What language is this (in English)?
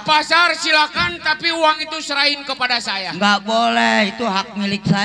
Betawi